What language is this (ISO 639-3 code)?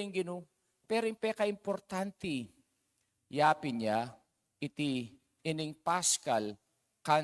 pam